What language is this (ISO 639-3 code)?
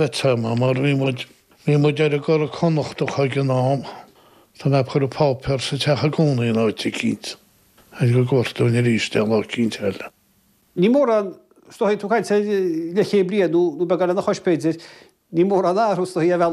gle